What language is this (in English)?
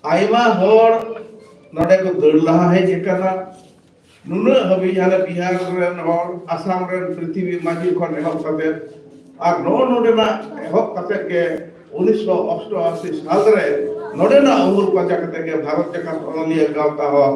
Santali